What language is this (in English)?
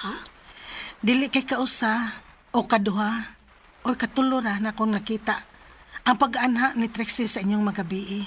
Cebuano